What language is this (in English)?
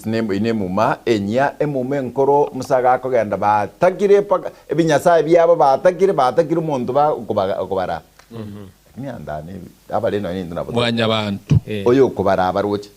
Gusii